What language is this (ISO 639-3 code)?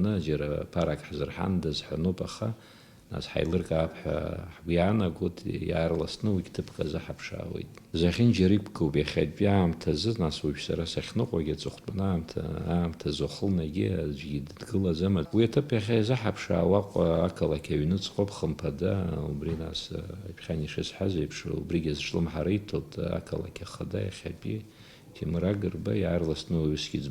abk